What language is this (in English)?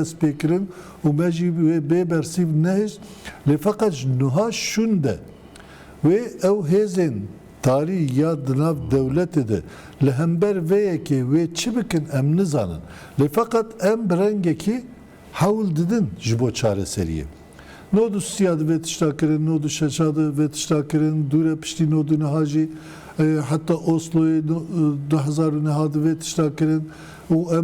Kurdish